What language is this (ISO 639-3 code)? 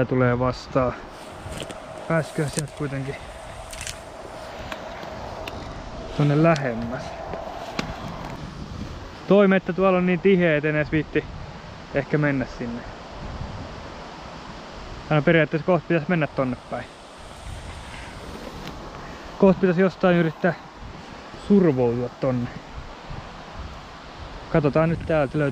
fin